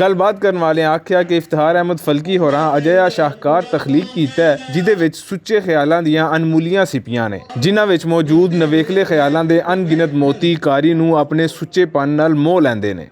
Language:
Western Panjabi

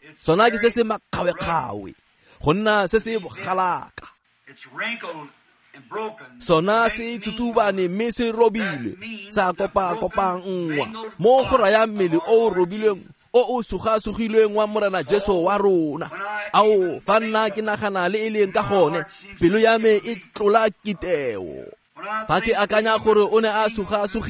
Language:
Tswana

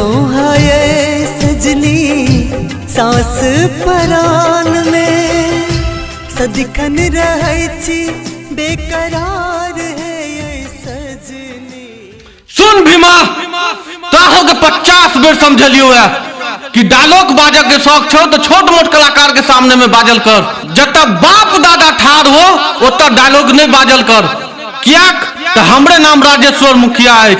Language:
Maithili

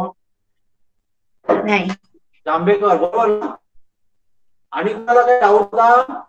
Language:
Marathi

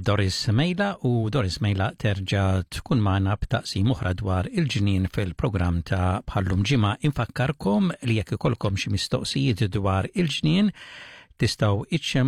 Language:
Maltese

